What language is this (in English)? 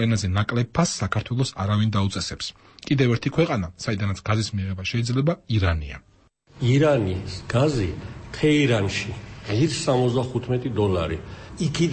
Georgian